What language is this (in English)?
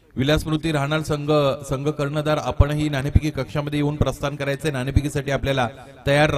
Marathi